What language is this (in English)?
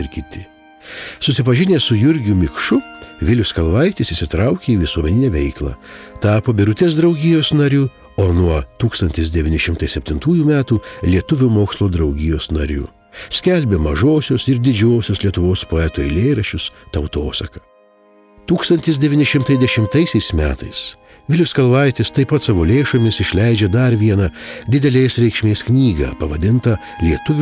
Lithuanian